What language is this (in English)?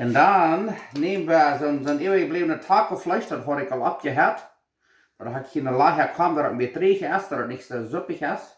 Plautdietsch